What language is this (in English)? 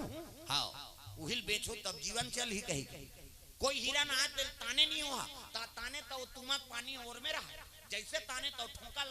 Chhattisgarhi